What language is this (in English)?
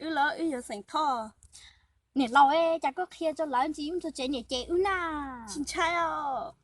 Hmong